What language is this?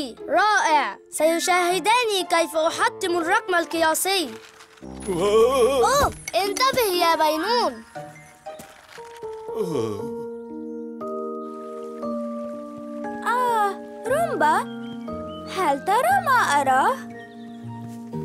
Arabic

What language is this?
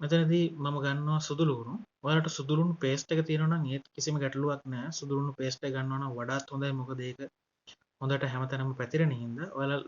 Sinhala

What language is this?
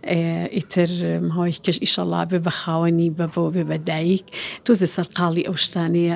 Central Kurdish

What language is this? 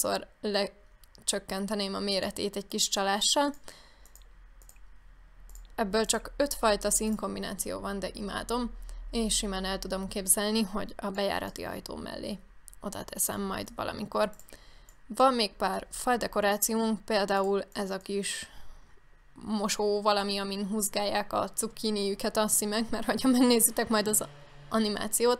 Hungarian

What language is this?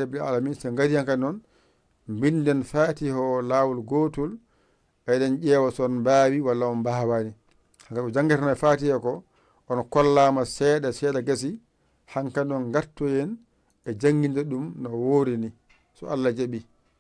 Fula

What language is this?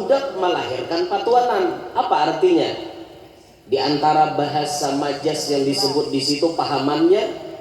Banjar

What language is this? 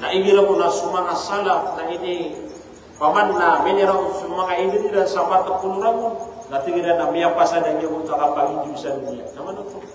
Maranao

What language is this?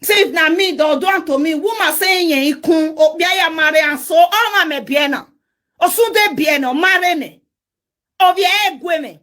Nigerian Pidgin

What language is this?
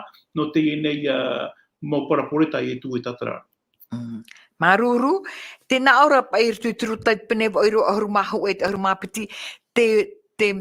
Tahitian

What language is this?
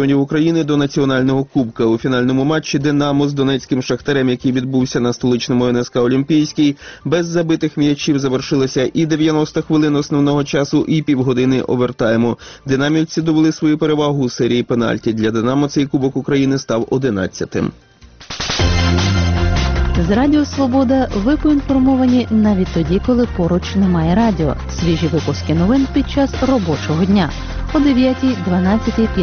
Ukrainian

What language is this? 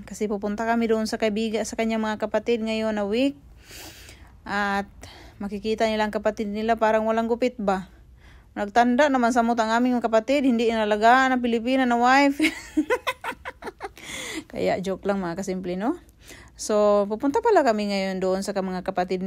Filipino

